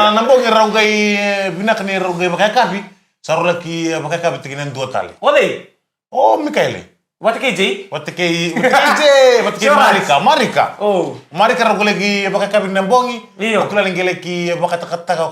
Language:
Fijian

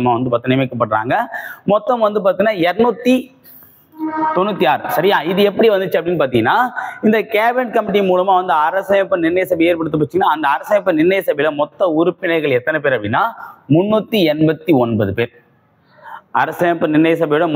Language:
Tamil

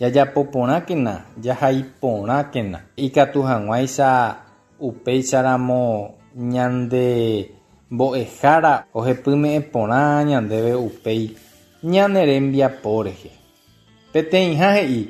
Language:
Guarani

